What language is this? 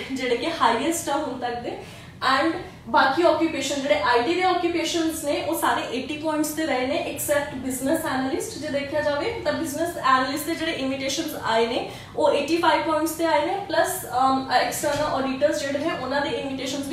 Punjabi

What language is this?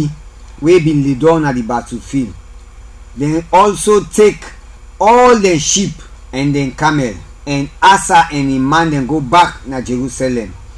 Krio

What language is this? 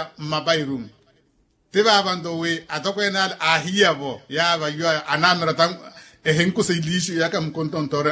Makhuwa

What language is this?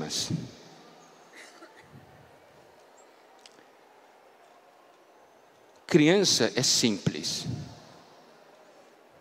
Portuguese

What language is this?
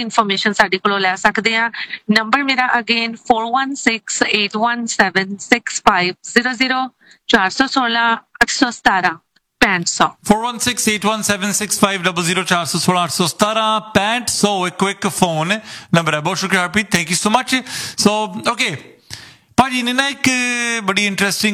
Punjabi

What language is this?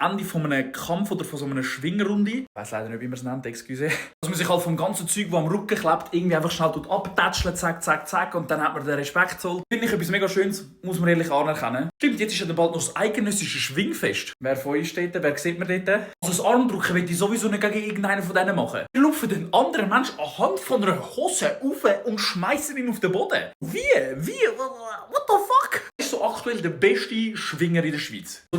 Swiss German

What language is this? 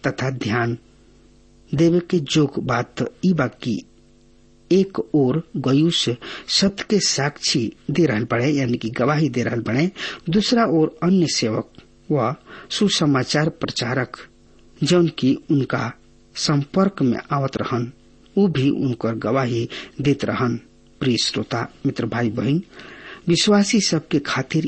Bhojpuri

